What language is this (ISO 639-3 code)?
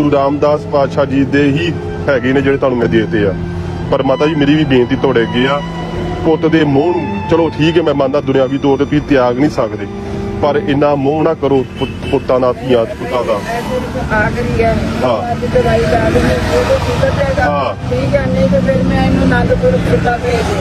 pan